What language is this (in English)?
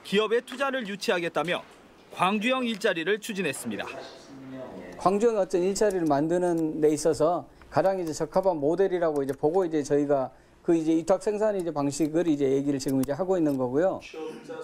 Korean